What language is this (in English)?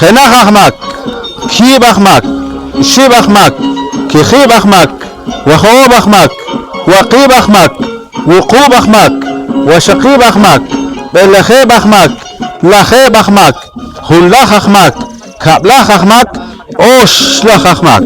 Poqomchi'